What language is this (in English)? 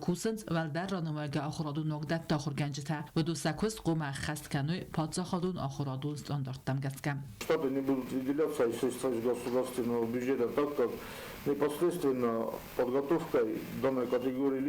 Ossetic